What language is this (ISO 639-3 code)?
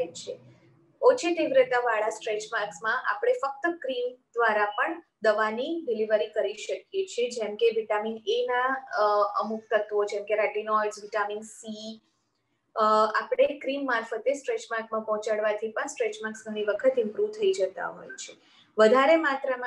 guj